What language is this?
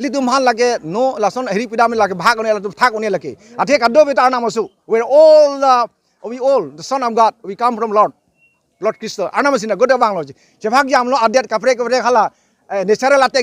Karbi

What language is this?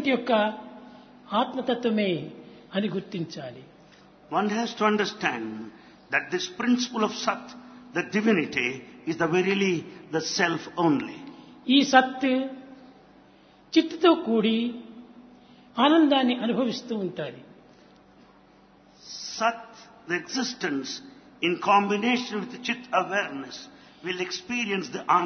Telugu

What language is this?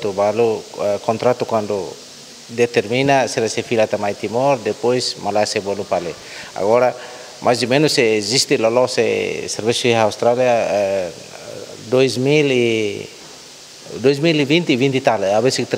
Tetum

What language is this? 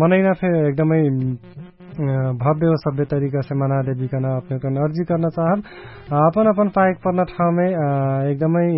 Dangaura Tharu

